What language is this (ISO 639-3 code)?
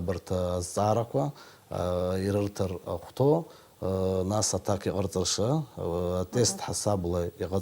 abk